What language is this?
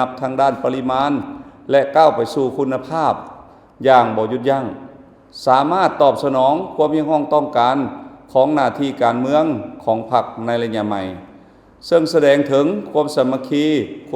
Lao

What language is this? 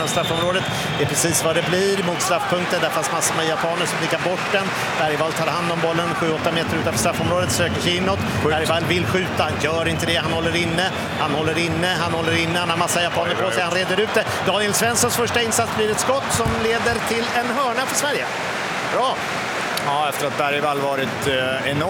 Swedish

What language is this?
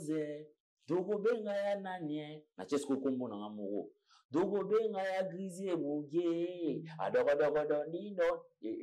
Lingala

